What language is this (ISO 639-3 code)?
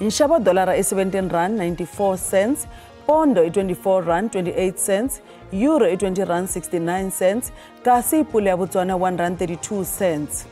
tso